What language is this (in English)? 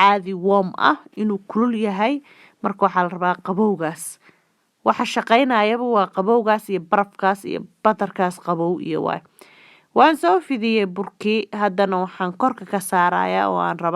Somali